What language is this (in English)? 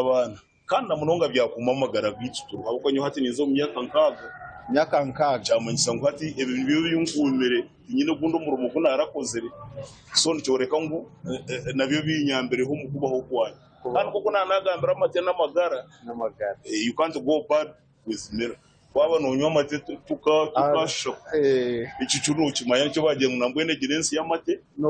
Nyankole